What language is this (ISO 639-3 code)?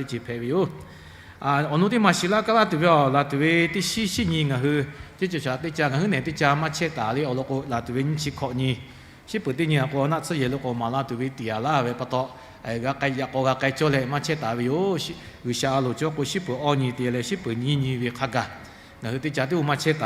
lhu